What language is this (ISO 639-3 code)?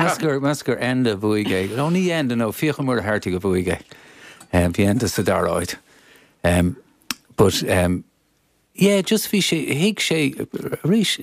gle